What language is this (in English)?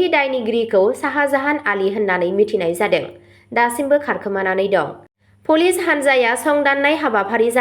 Bodo